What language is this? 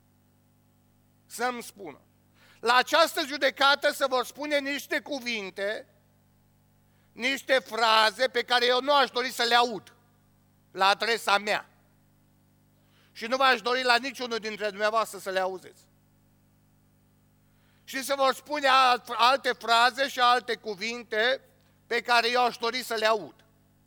Romanian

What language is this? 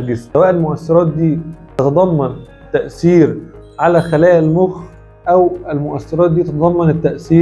Egyptian Arabic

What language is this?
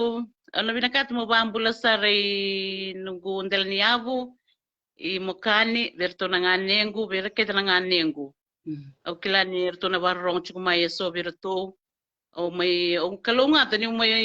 Fijian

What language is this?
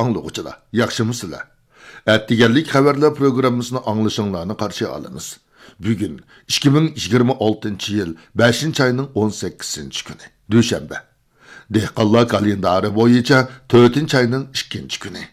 Uyghur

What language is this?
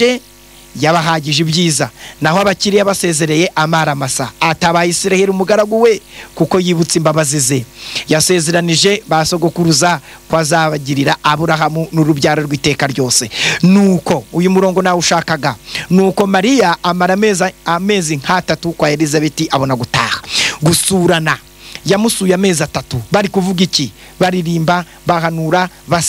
Kinyarwanda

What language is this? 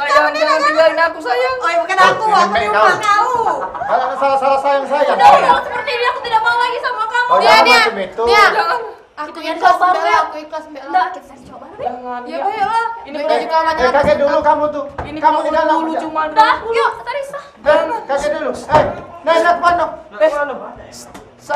Musi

